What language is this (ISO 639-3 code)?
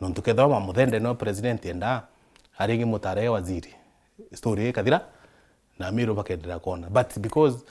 mer